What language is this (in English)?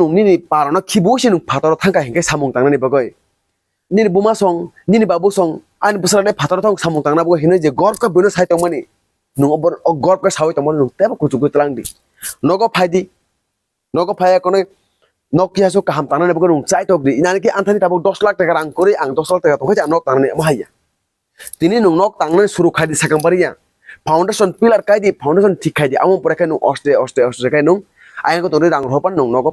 Kok Borok